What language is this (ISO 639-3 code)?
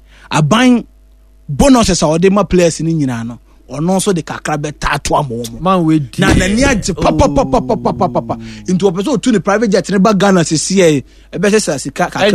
aka